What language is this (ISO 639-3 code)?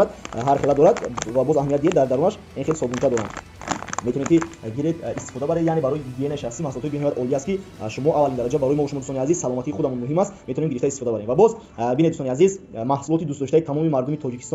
tgk